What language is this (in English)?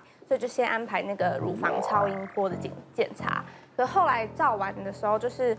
Chinese